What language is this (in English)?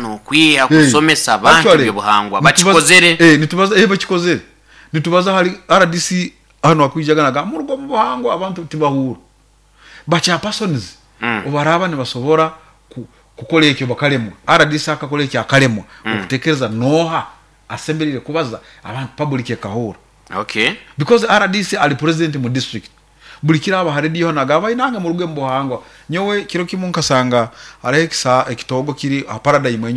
Nyoro